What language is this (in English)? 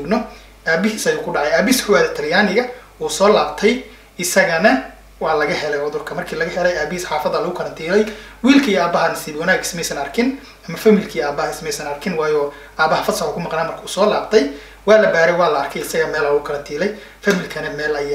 Somali